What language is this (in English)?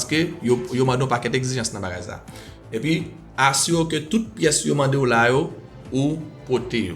Haitian Creole